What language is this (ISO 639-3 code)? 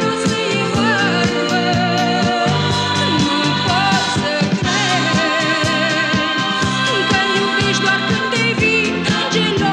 ron